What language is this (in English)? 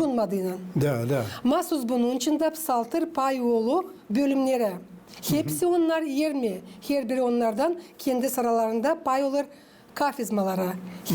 Gagauz